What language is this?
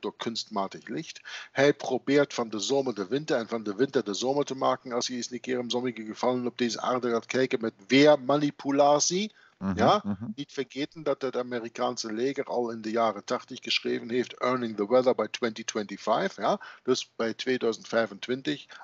Dutch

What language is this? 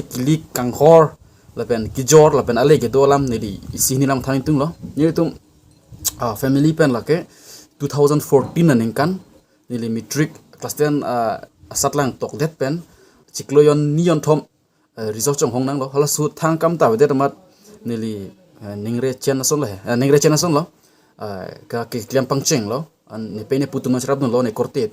Karbi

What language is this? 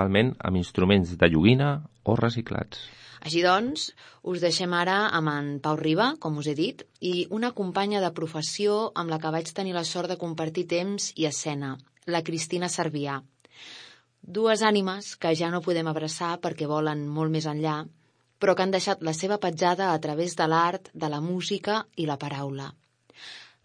Catalan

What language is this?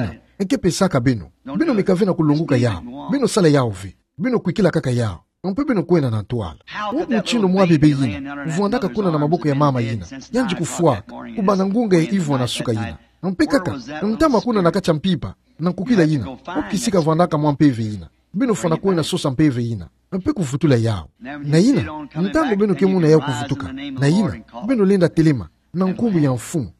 Kituba (Democratic Republic of Congo)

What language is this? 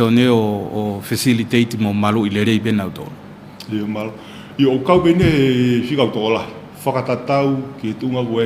Tongan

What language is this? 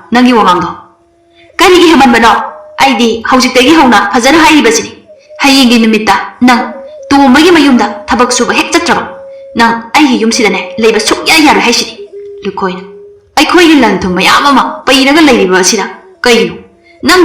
Manipuri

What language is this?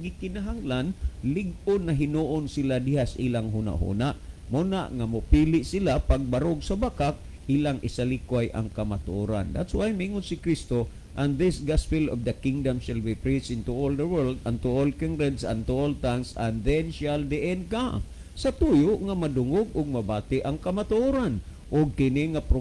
Cebuano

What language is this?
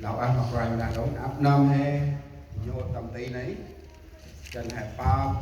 Central Mnong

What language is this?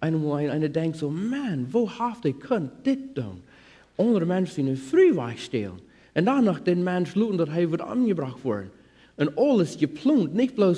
Plautdietsch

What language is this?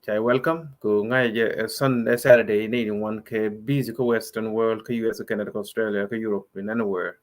Nuer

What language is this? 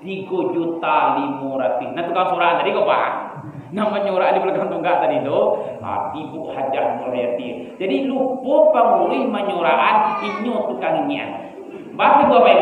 Minangkabau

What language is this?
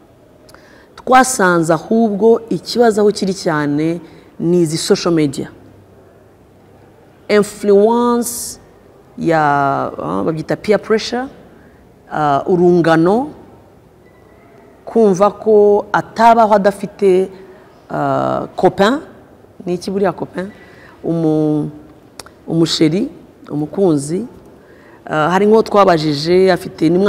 Kinyarwanda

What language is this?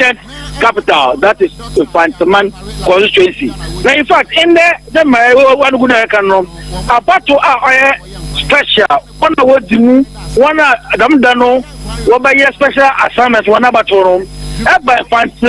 Akan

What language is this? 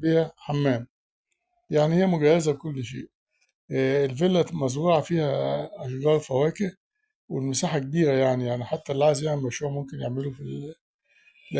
Egyptian Arabic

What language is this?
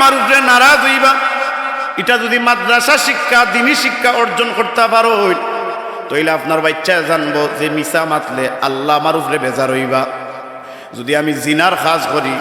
Sylheti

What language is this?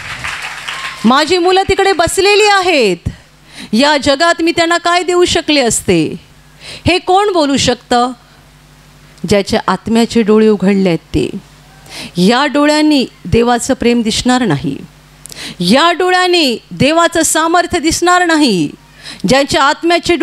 Marathi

